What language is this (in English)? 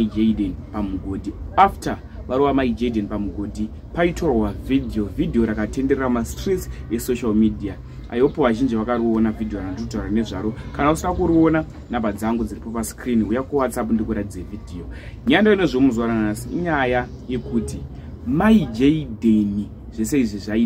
Shona